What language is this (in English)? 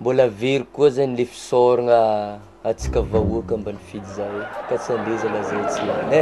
Malagasy